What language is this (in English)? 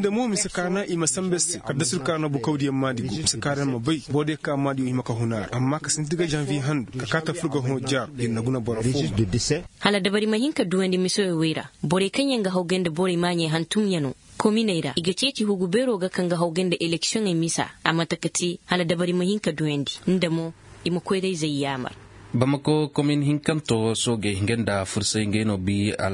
Zarma